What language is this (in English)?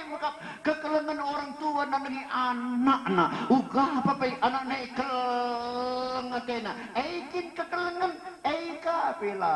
Batak Karo